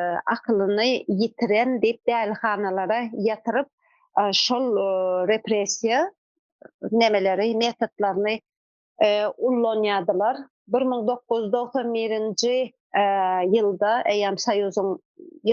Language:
Turkmen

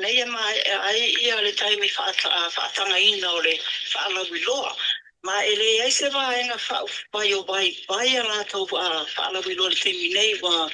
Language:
Samoan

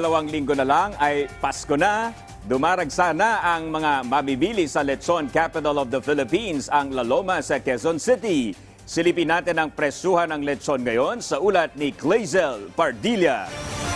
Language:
Filipino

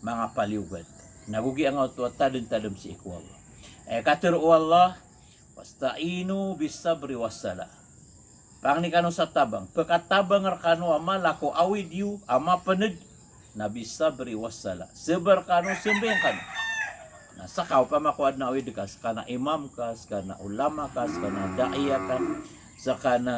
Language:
Maranao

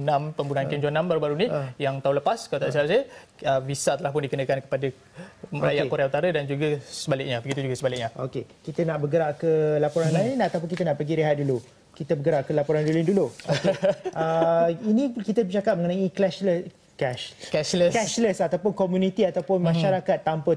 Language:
Malay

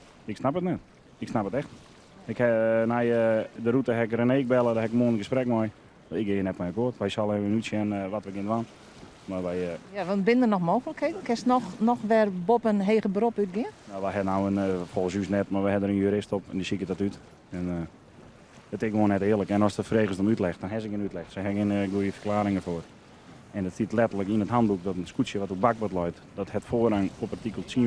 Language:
Western Frisian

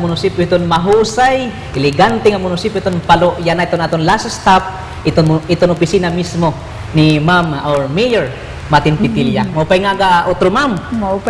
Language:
Waray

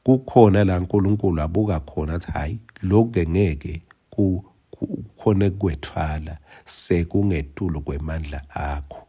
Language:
Swati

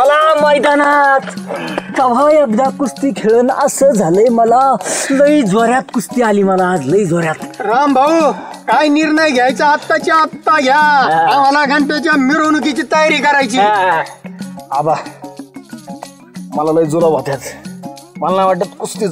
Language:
Marathi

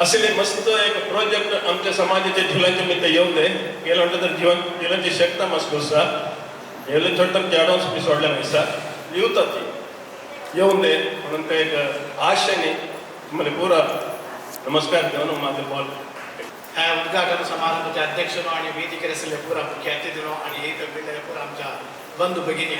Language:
Konkani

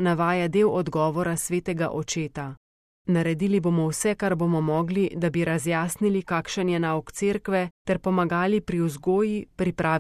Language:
Slovenian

